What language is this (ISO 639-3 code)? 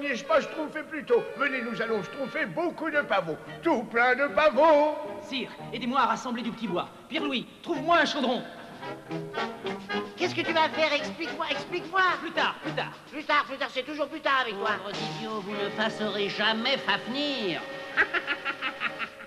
fra